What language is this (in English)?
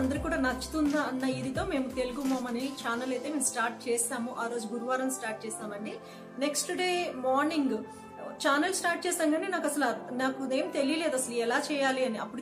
Telugu